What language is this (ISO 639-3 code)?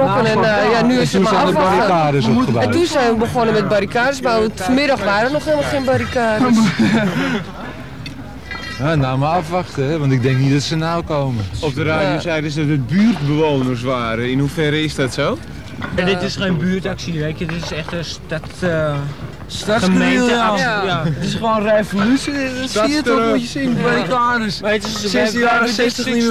nld